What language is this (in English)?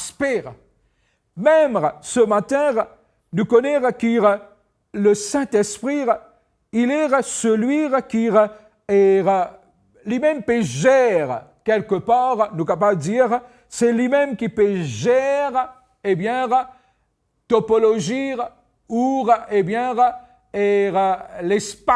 Morisyen